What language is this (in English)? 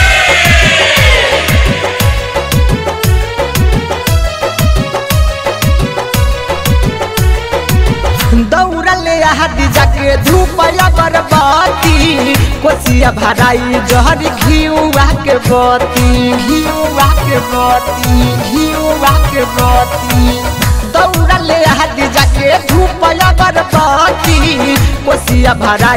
Bhojpuri